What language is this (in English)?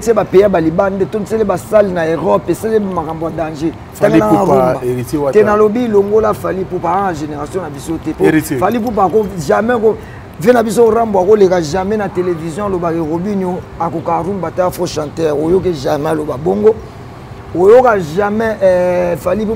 Lingala